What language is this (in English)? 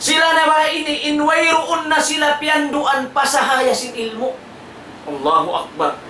Tausug